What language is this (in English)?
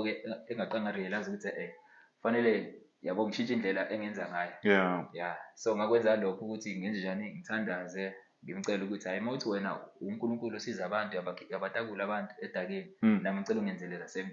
Zulu